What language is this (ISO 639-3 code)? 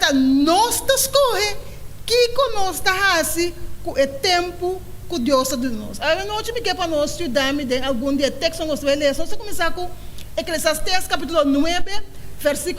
pap